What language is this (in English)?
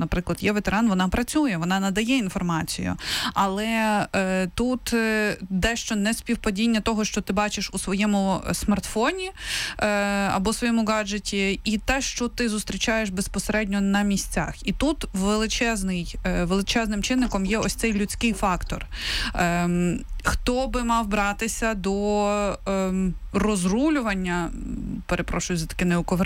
Ukrainian